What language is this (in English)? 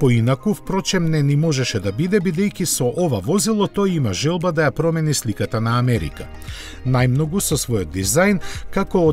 Macedonian